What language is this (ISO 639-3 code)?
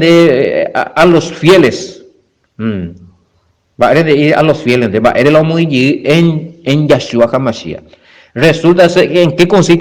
grn